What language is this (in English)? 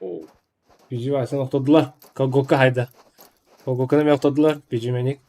Yakut